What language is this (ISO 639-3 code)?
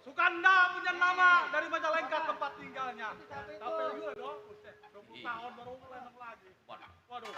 bew